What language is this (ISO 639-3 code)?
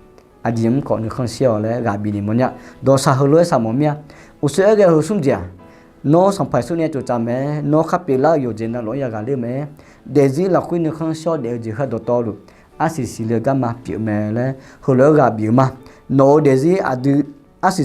ahk